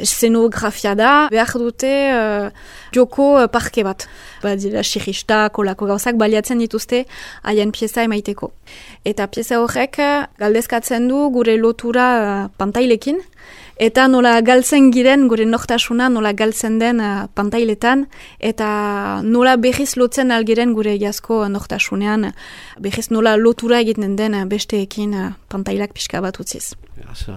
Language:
Basque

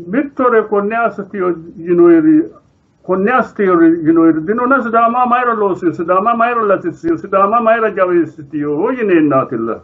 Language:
Sidamo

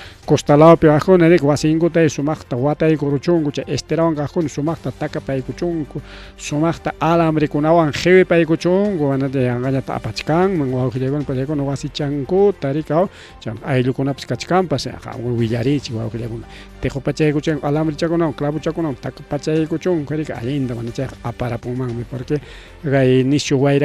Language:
Ayacucho Quechua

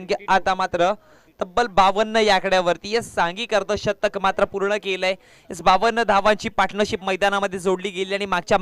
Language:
Marathi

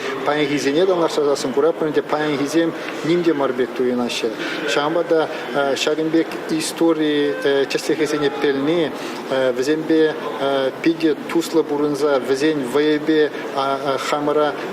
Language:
Chuvash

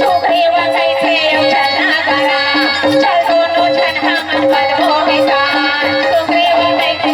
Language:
Chhattisgarhi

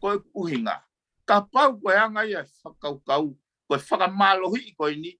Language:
Tongan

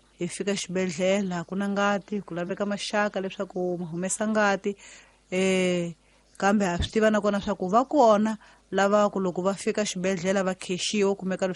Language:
Tsonga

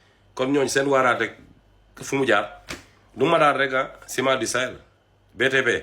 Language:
Wolof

